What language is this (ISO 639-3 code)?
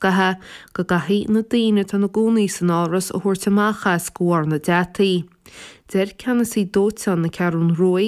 gle